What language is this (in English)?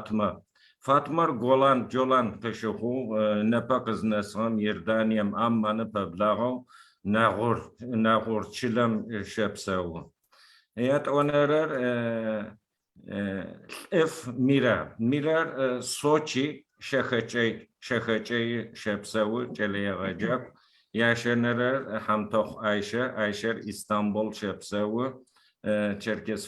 Adyghe